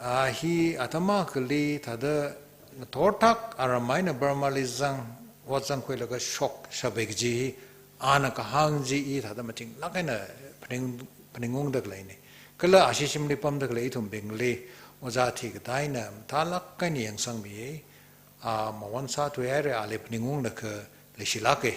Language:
Tangkhul Naga (India)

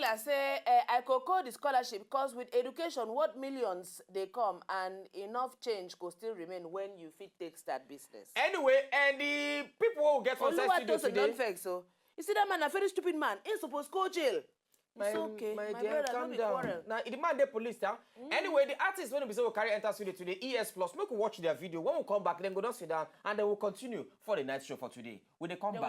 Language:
Nigerian Pidgin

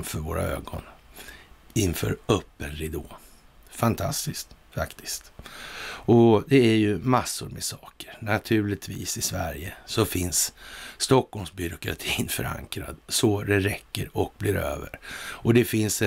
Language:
Swedish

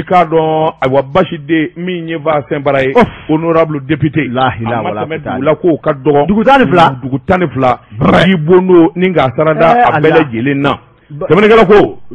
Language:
Bambara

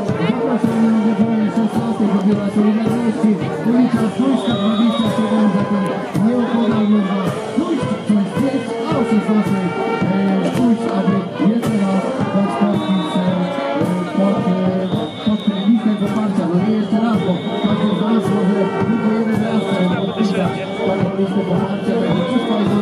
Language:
Polish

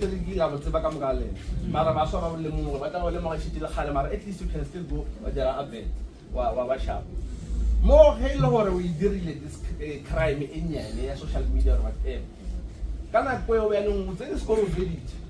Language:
Northern Sotho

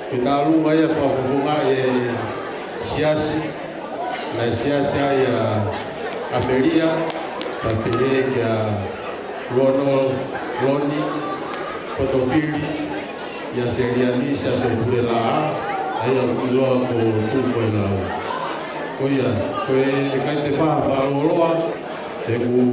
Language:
Tongan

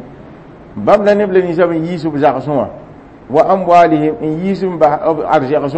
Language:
Mossi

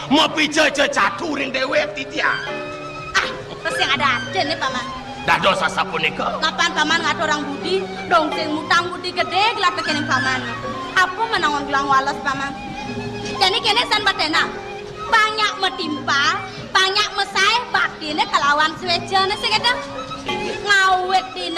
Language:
Balinese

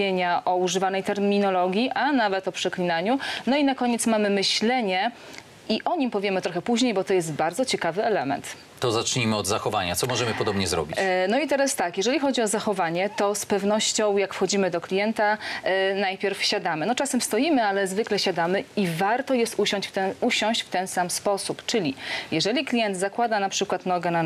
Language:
Polish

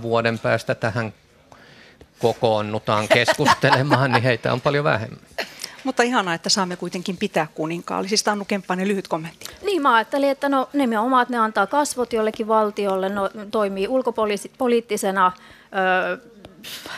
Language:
Finnish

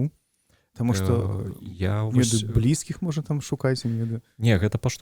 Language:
Belarusian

